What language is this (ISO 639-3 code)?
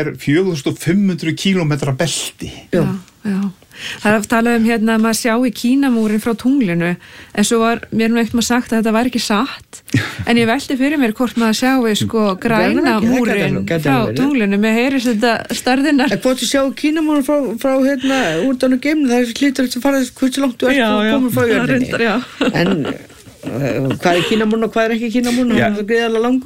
isl